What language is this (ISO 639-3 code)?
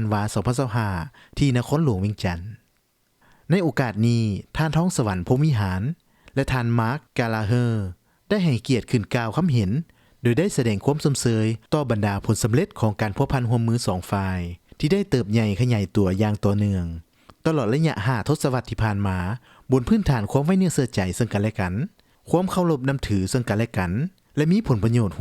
lao